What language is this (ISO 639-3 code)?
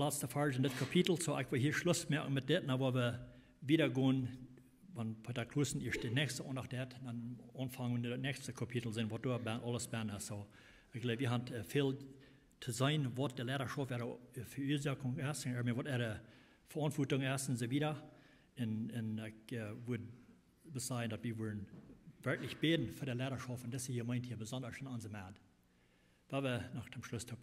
pdt